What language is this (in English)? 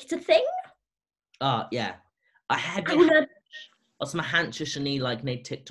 Welsh